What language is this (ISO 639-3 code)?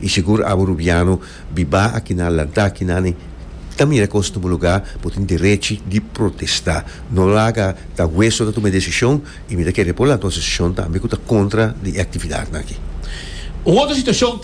pap